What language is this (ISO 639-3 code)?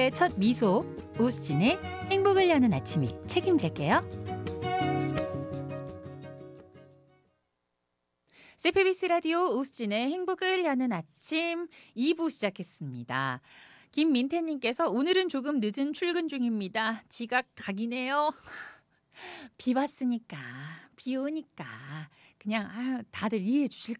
kor